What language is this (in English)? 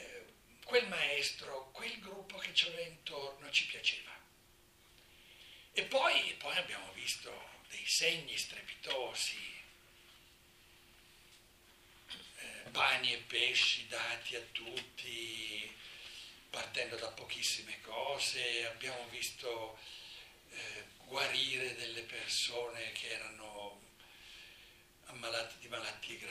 Italian